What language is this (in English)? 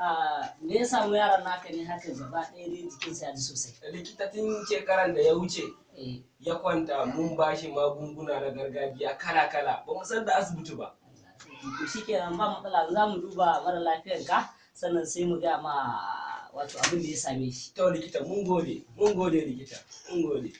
Hausa